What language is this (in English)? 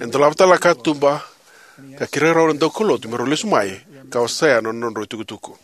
Fijian